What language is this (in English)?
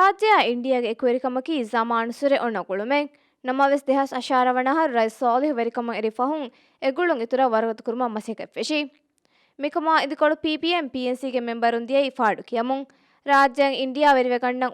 Divehi